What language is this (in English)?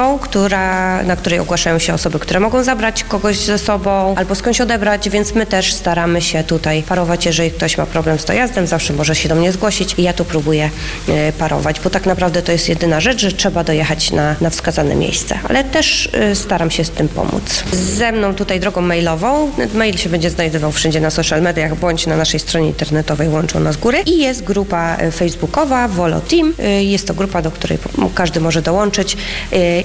Polish